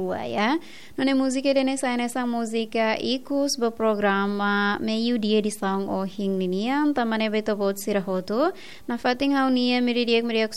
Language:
Tetum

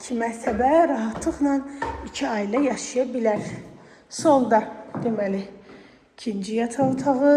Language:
Azerbaijani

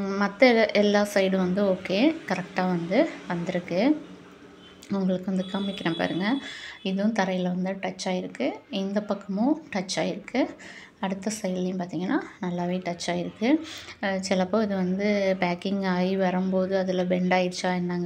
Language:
Tamil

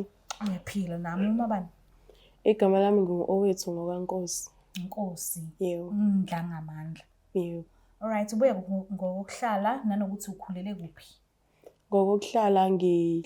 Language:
Zulu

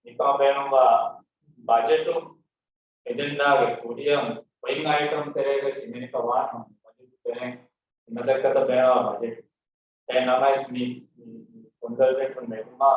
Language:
Divehi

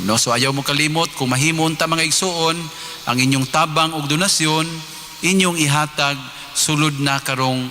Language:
Cebuano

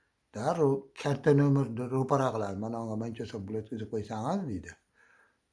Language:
Uzbek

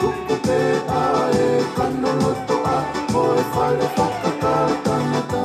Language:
Tongan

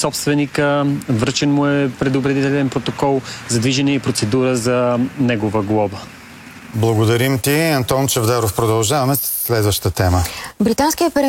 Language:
Bulgarian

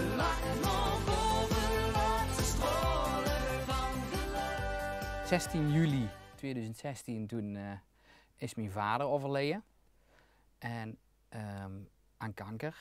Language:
Limburgish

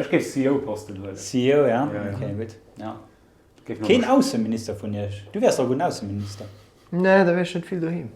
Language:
Luxembourgish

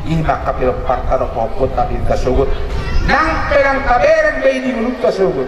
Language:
Batak Toba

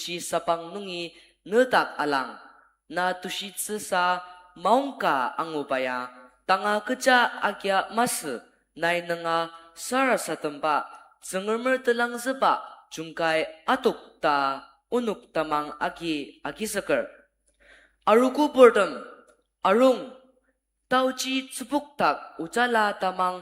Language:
Ao Naga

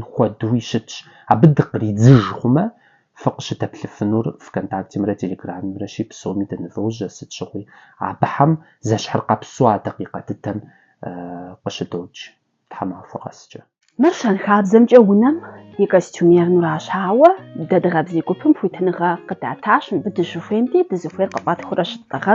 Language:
Kabardian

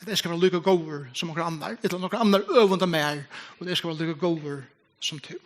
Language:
Faroese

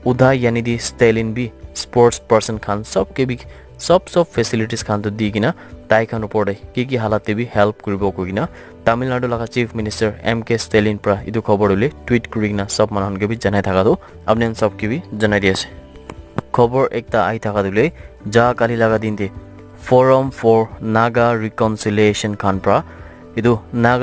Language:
Naga Pidgin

